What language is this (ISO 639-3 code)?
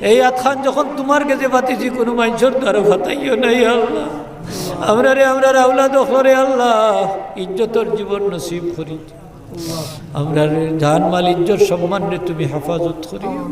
syl